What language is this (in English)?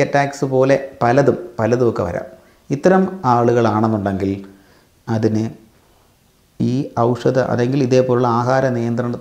Malayalam